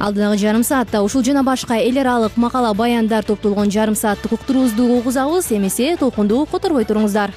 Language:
Kyrgyz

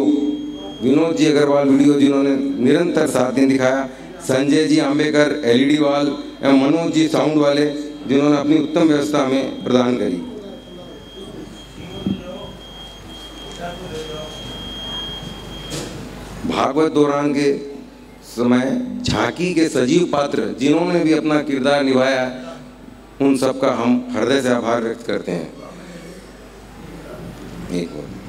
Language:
Hindi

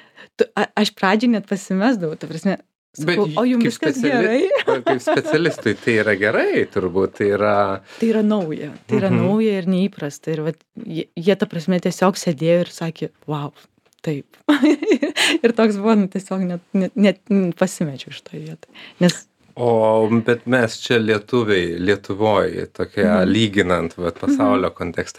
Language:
Lithuanian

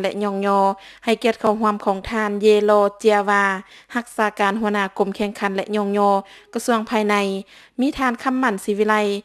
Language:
Lao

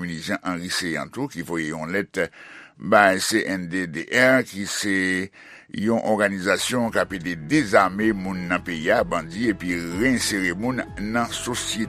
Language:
Haitian Creole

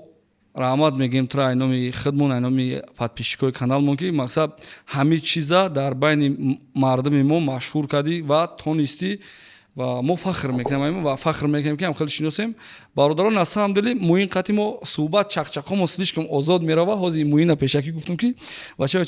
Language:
Tajik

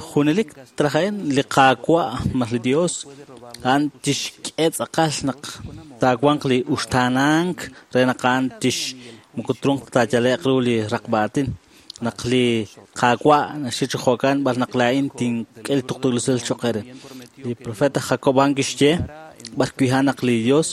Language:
Kekchí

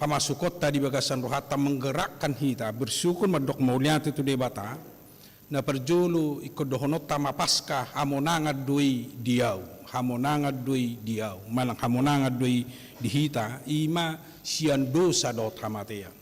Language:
Batak Toba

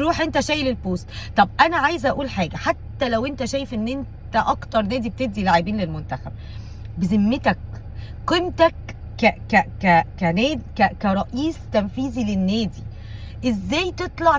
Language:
Egyptian Arabic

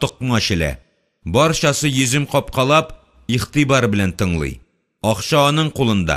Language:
Tatar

